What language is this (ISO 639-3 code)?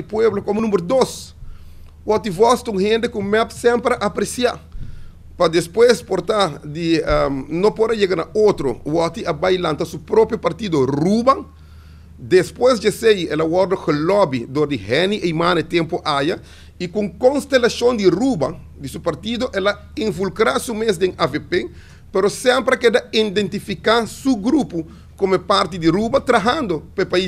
pap